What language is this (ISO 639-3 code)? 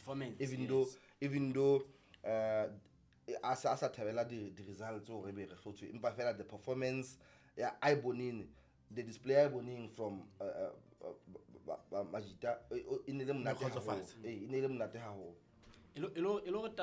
sot